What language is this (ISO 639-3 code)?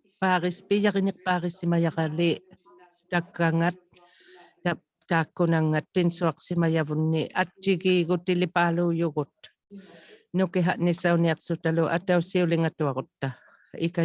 iku